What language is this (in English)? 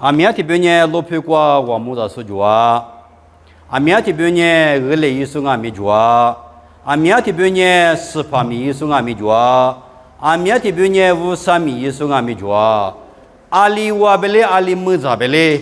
Lisu